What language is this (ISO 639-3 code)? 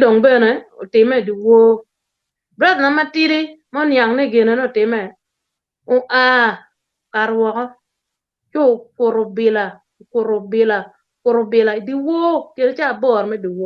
ach